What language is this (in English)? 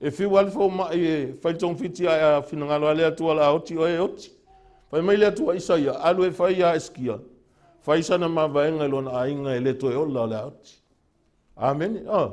Samoan